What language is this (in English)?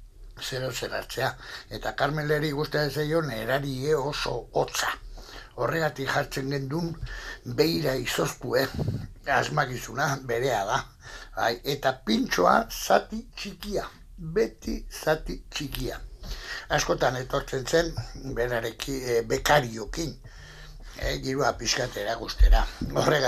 Basque